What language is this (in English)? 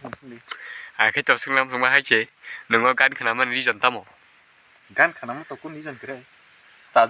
Kok Borok